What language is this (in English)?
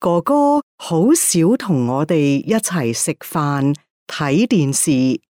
Cantonese